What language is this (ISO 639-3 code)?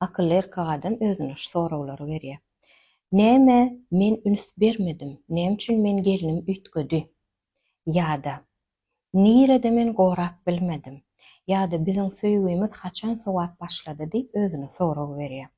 tuk